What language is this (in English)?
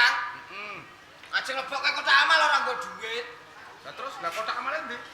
Javanese